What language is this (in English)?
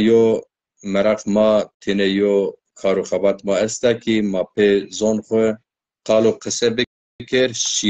Zaza